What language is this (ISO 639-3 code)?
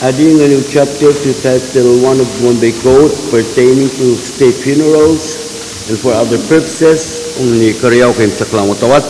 pon